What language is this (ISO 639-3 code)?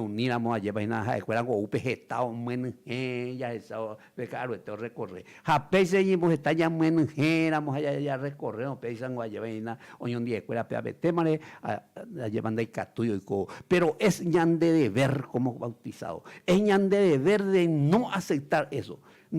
grn